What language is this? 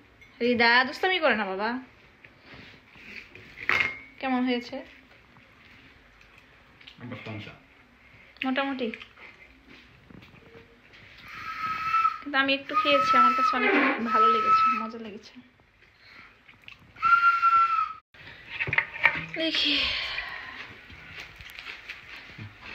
Bangla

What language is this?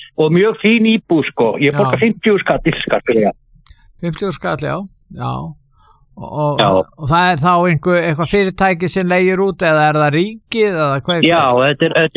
Icelandic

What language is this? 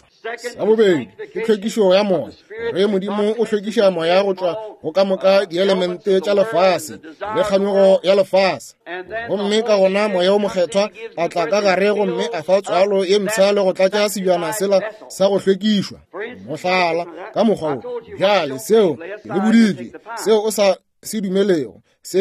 Northern Sotho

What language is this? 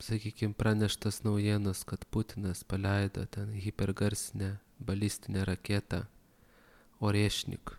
Lithuanian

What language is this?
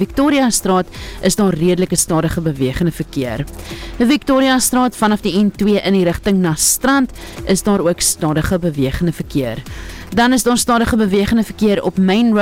Afrikaans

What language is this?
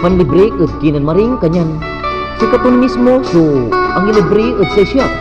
Pangasinan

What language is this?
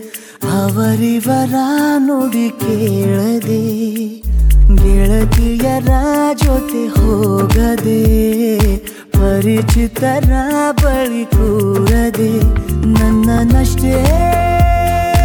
Kannada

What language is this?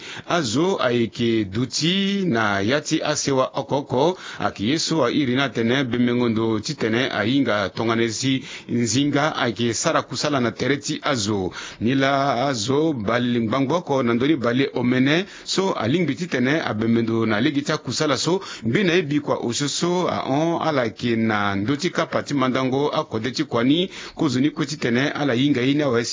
Sango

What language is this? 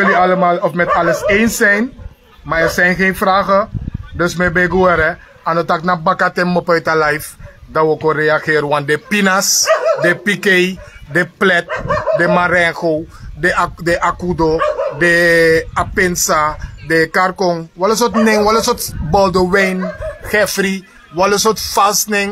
Sranan Tongo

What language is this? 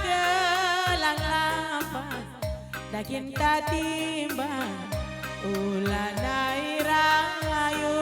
Batak Karo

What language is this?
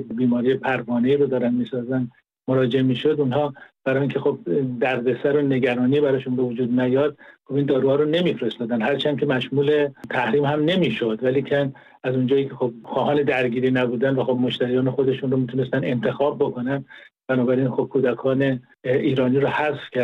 Persian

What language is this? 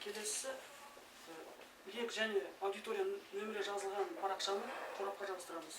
Kazakh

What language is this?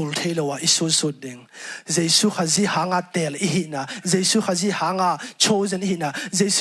Tedim Chin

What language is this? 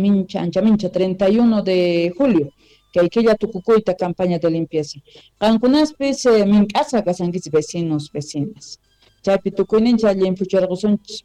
Quechua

